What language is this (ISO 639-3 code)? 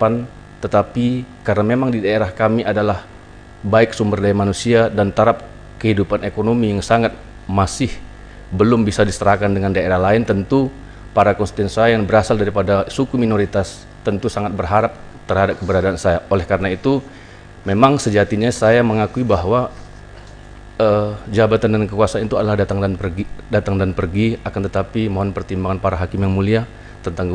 ind